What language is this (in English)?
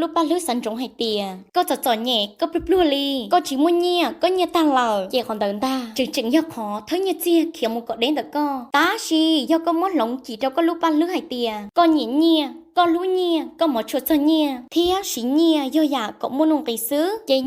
Hmong